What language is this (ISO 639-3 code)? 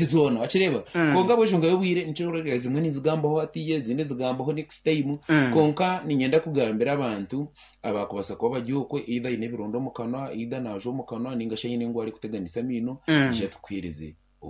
nyn